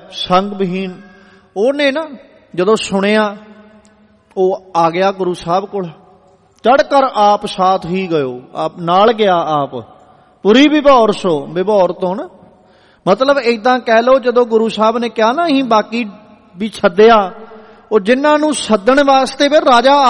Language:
Punjabi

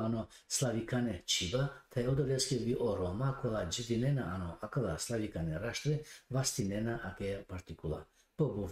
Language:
Balkan Romani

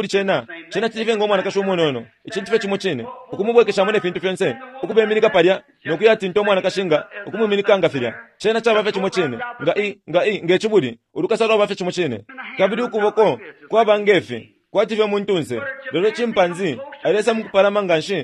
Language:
Bemba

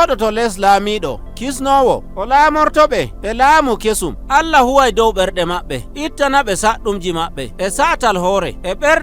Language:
Nigerian Fulfulde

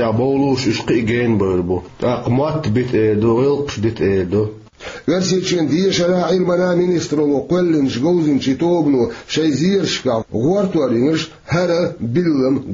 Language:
Chechen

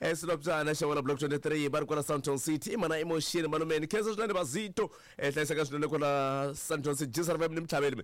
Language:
Tsonga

